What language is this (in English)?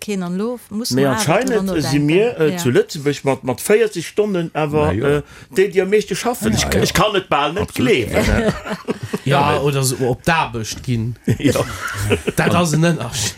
Luxembourgish